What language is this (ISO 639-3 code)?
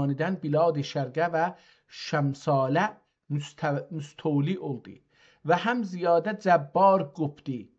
azb